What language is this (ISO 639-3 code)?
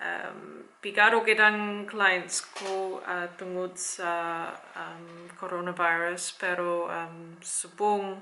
hil